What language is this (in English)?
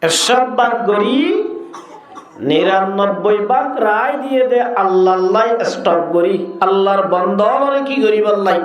Rohingya